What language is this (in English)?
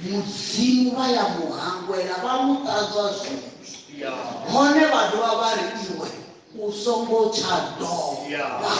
Venda